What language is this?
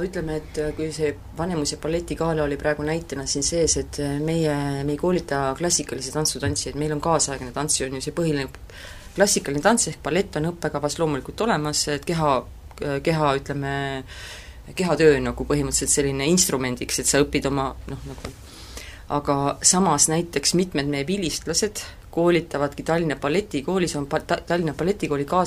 Estonian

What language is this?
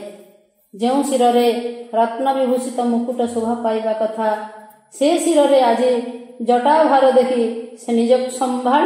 Odia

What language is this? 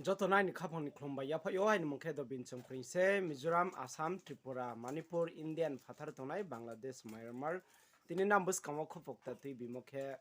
Riang (India)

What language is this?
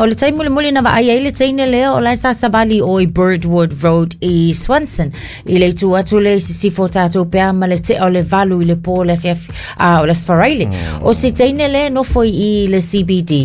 Samoan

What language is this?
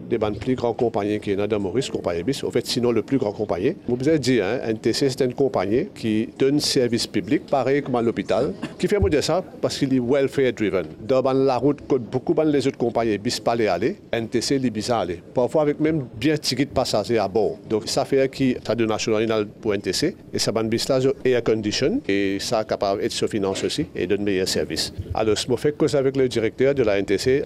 Morisyen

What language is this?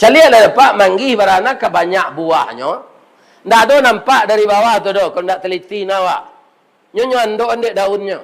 Minangkabau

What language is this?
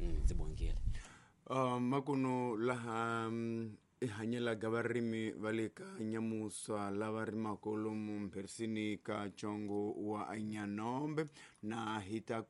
Tsonga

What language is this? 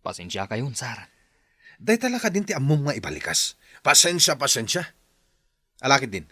Iloko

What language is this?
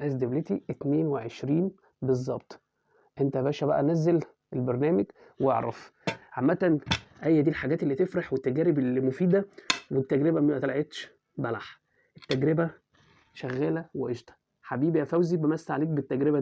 Egyptian Arabic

